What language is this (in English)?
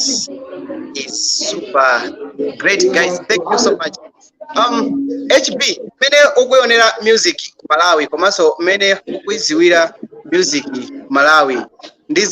Nyanja